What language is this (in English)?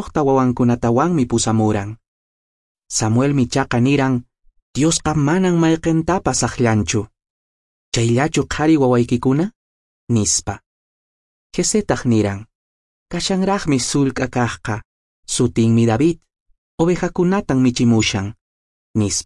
Quechua